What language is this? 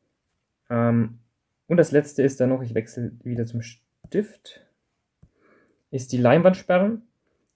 German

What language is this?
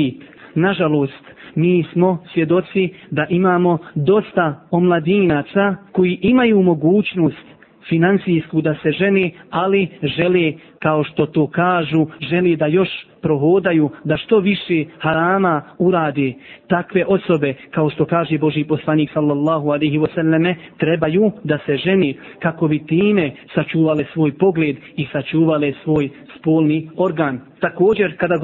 Bosnian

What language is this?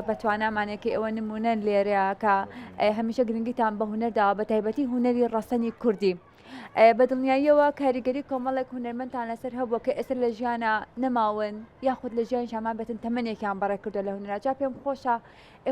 Central Kurdish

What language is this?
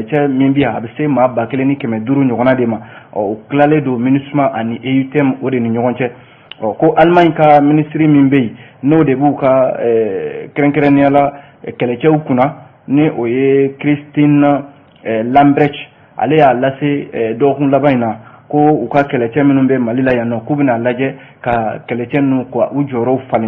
Bambara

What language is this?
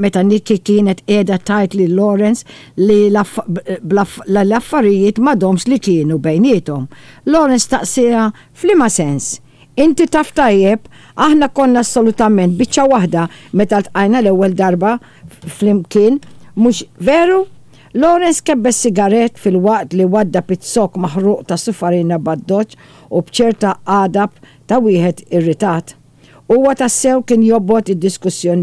Maltese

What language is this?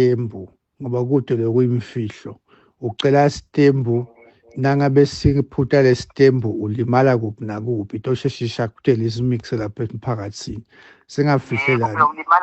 Swati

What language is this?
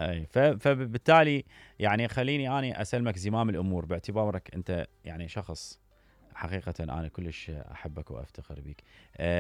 Mesopotamian Arabic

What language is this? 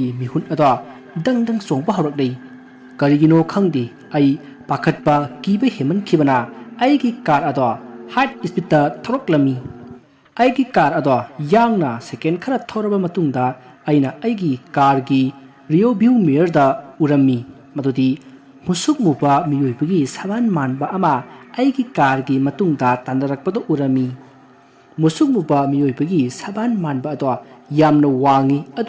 Manipuri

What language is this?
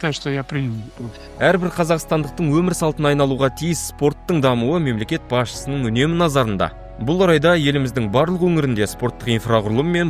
Kazakh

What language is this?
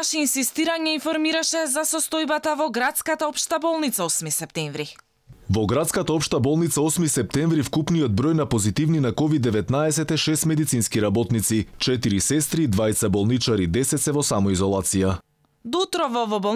Macedonian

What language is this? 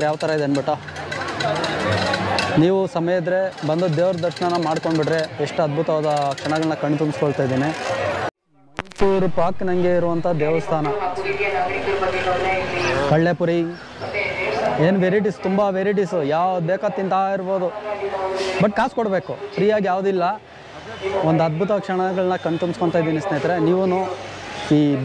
Kannada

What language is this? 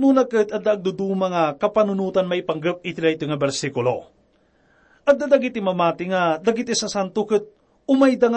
Iloko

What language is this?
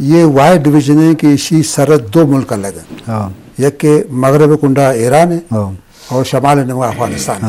Eastern Balochi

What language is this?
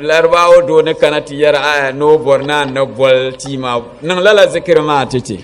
Dagbani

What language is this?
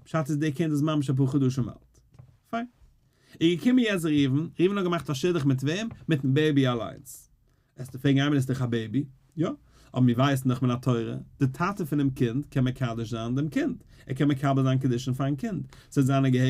Yiddish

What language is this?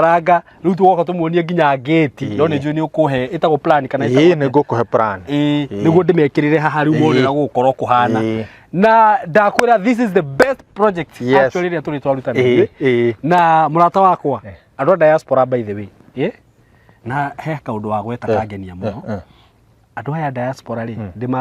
Kikuyu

